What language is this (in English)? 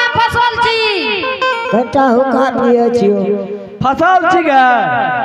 Angika